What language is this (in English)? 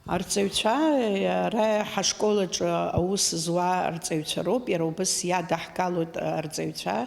Abkhazian